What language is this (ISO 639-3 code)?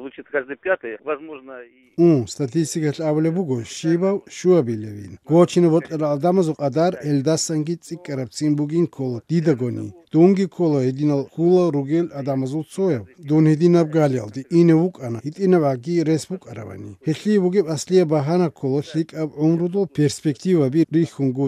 ava